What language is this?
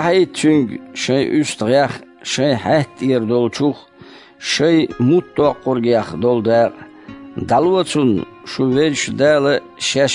Chechen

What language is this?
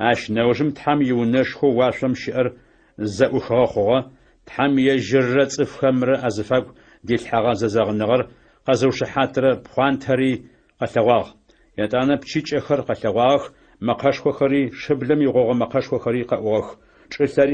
Adyghe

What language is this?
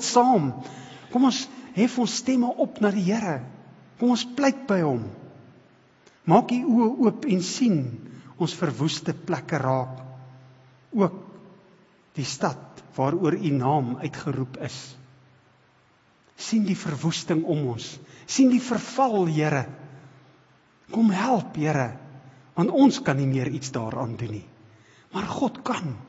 Afrikaans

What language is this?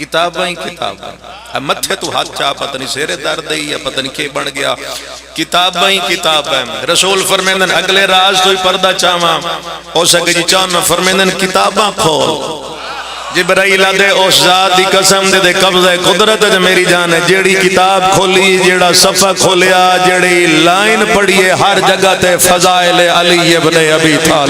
Pahari-Potwari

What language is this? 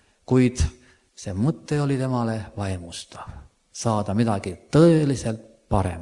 Estonian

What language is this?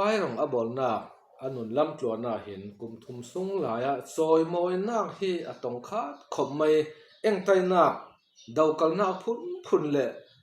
Falam Chin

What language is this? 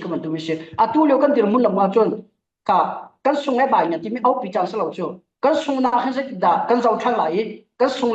Falam Chin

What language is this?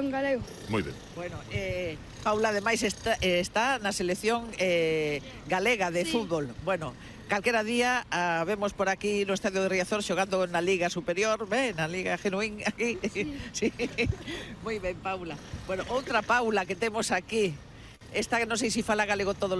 Galician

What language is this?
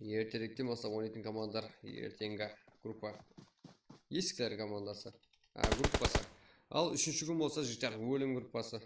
Kara-Kalpak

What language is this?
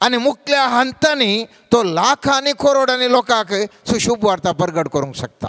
Konkani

